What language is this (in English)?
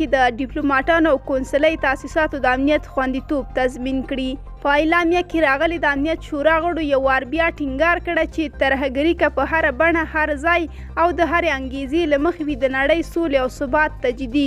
Pashto